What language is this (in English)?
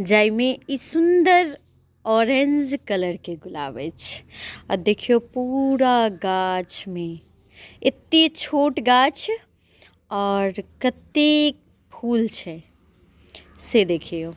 Maithili